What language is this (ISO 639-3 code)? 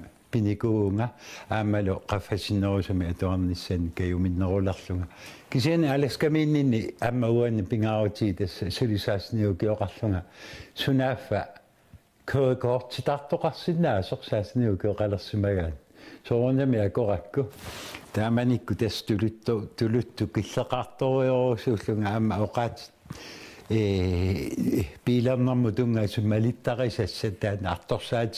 kal